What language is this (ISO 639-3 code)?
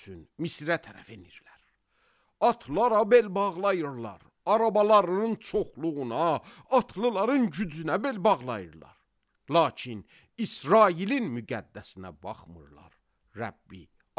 aze